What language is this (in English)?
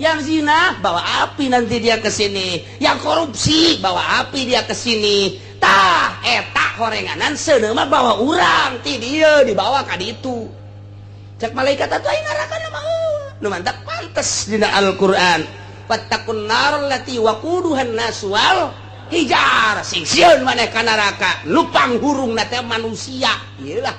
Sundanese